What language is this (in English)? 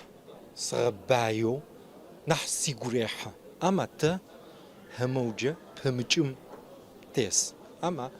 Adyghe